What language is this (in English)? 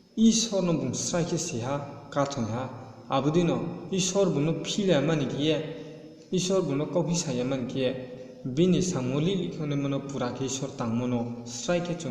Riang (India)